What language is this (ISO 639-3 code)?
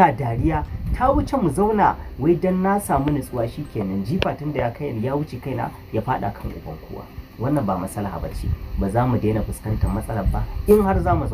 hau